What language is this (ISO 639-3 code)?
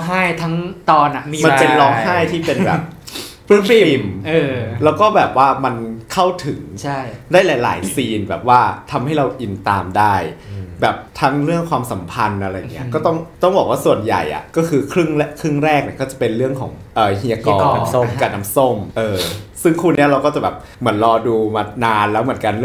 tha